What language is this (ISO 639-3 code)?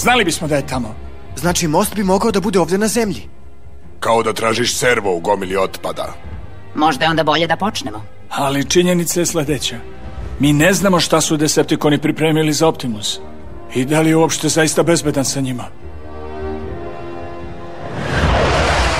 srp